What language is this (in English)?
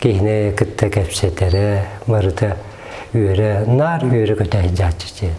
Yakut